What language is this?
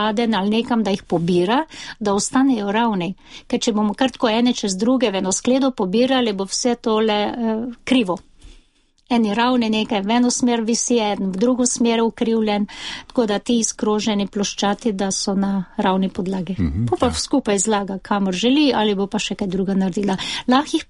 Slovenian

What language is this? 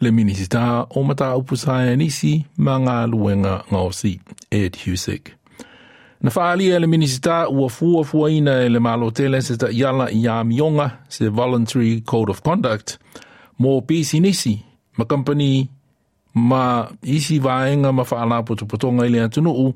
Samoan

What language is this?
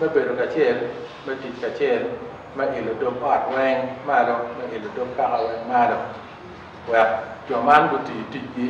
Acoli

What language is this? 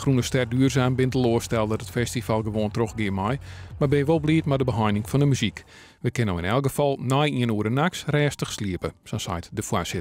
Western Frisian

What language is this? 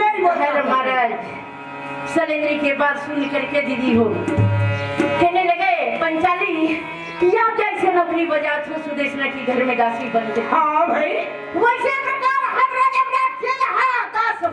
Chhattisgarhi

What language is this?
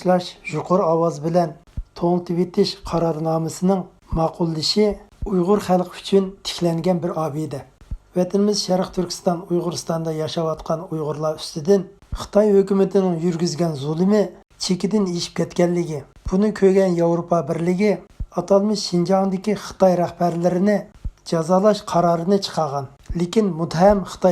Uyghur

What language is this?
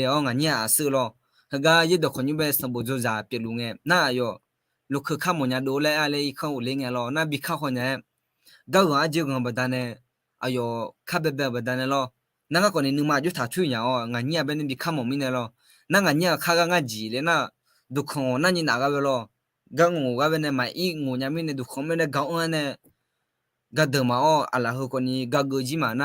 Akha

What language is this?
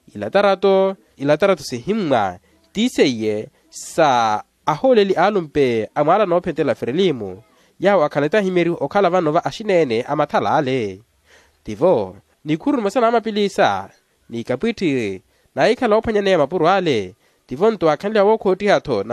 Makhuwa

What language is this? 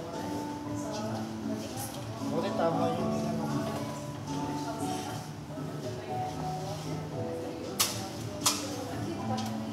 Filipino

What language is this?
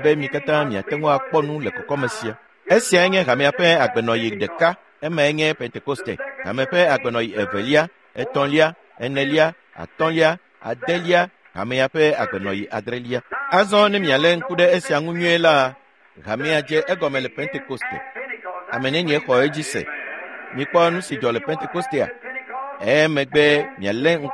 Ewe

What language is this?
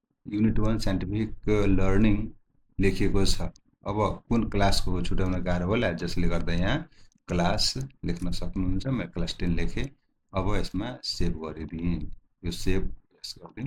Nepali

